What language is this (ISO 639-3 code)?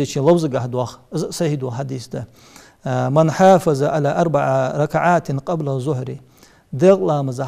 inh